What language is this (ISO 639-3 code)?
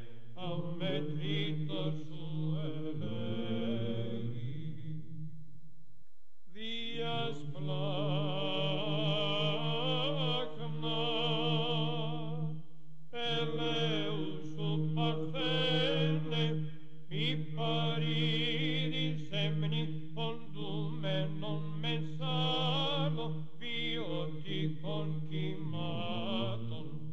ell